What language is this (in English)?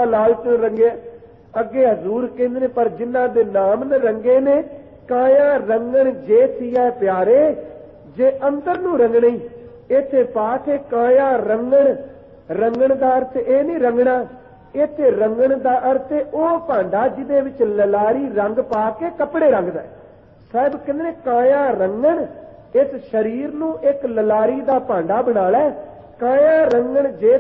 Punjabi